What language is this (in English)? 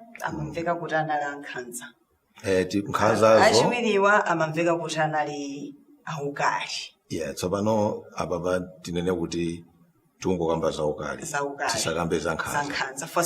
Nyanja